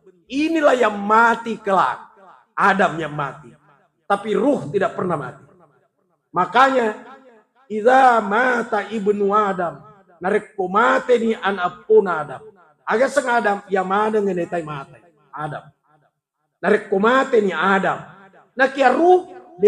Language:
Buginese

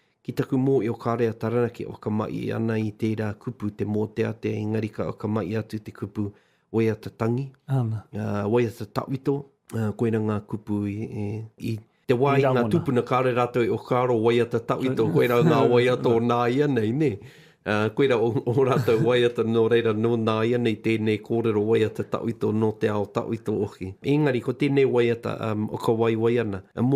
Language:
Māori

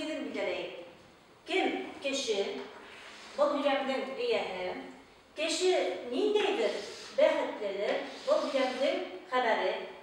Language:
Bashkir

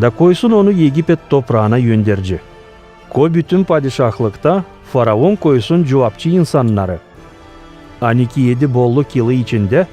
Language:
Gagauz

